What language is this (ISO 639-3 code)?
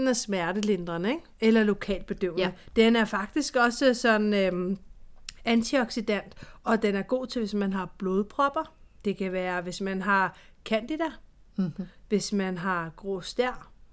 dan